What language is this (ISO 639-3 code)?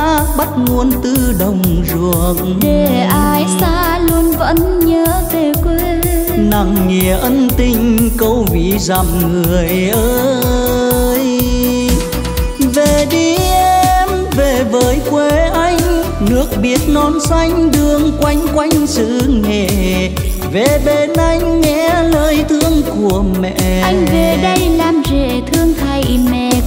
vie